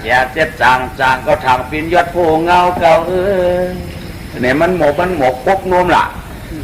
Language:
Shan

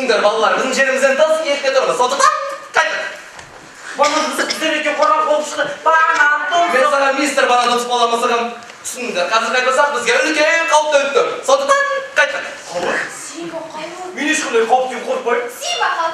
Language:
Kazakh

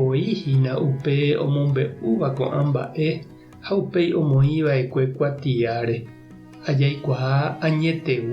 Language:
Guarani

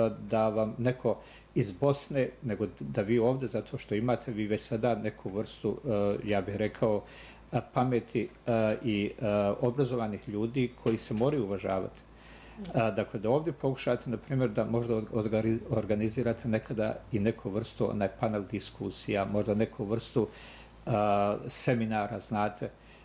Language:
Bosnian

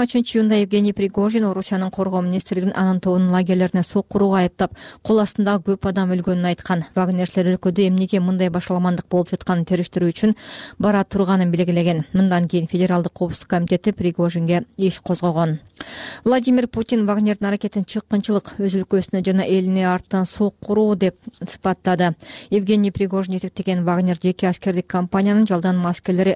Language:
Kyrgyz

